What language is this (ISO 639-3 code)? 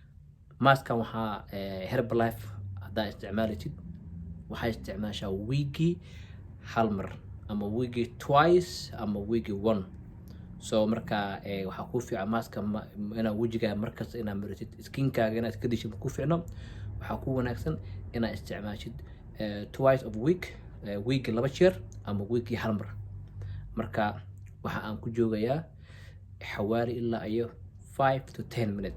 som